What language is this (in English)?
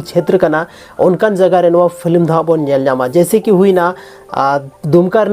Santali